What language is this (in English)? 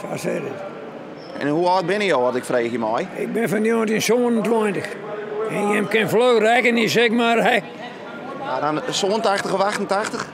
Western Frisian